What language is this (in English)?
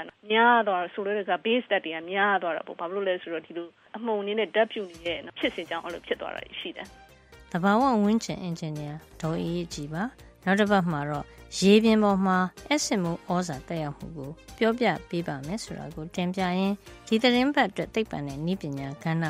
Burmese